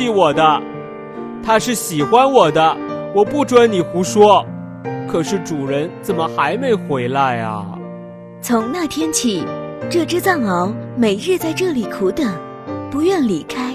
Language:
Chinese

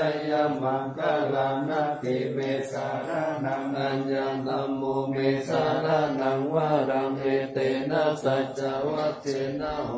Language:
Pali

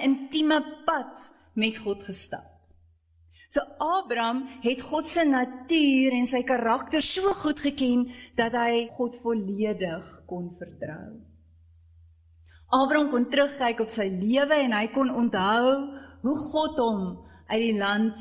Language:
Afrikaans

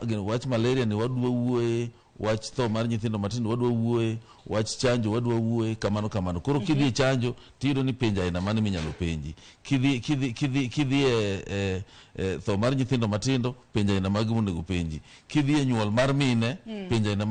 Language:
Luo (Kenya and Tanzania)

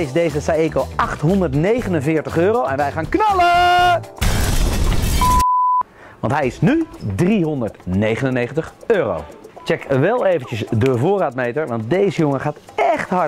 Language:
Dutch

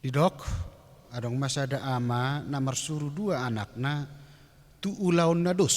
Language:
Batak Toba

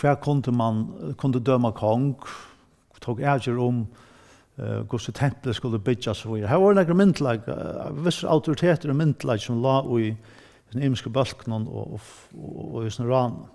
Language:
Faroese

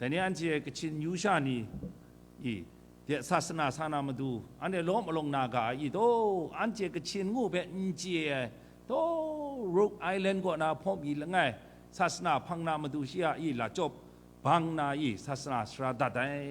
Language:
Kachin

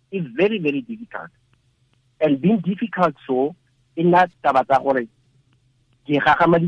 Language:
Tswana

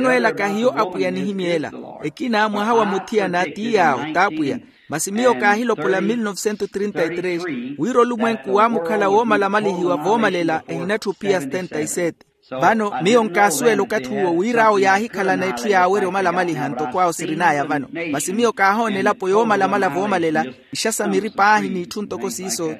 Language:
Makhuwa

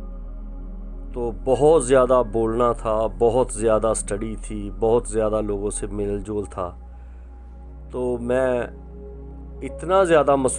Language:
Urdu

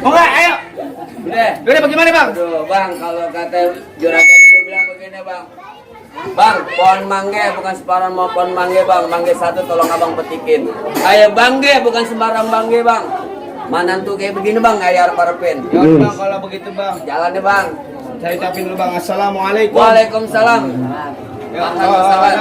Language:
Betawi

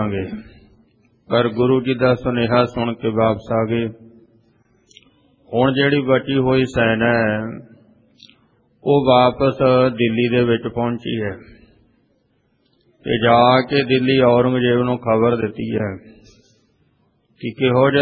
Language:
Punjabi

